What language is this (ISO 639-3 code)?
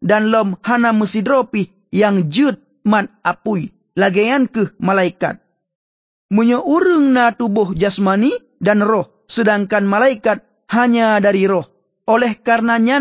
ace